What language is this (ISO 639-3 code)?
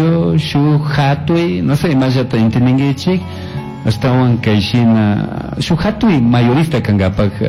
qug